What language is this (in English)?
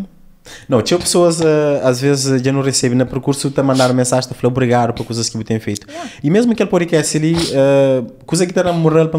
Kabuverdianu